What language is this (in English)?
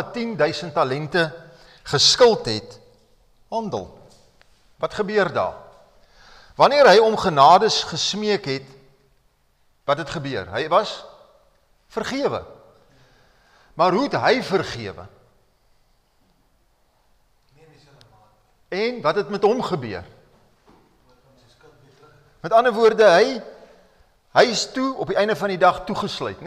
Afrikaans